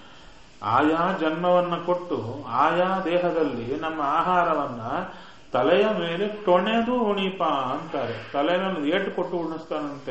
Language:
Kannada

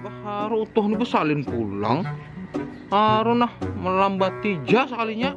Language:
Banjar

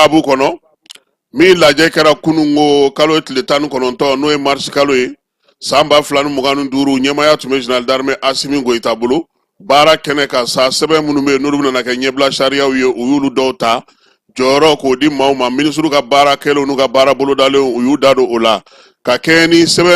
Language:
Bambara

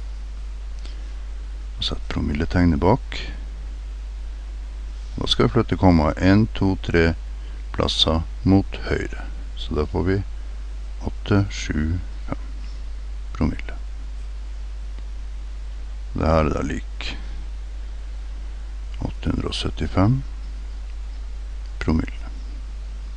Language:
Norwegian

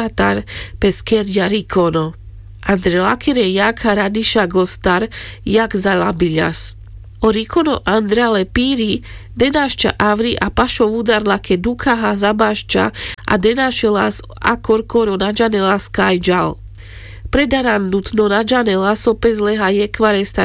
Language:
Carpathian Romani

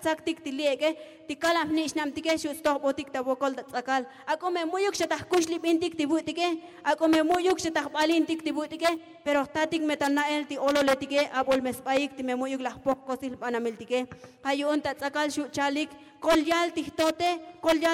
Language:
Tzotzil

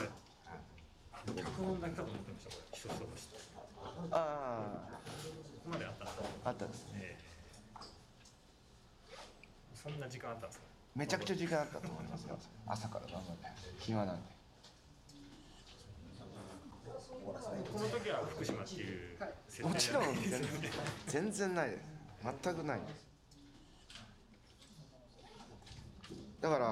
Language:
Japanese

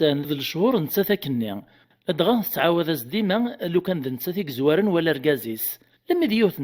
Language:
Kabyle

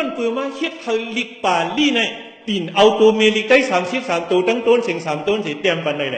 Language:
Shan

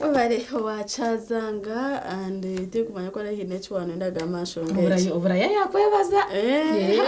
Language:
Nyankole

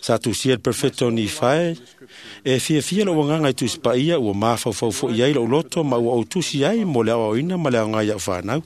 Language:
Samoan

